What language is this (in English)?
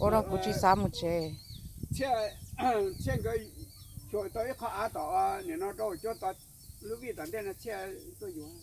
Hmong